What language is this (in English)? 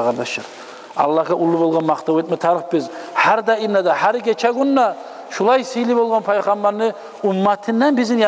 Kumyk